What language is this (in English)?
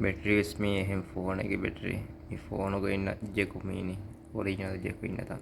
Divehi